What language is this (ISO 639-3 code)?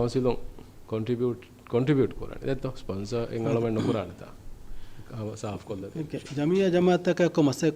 div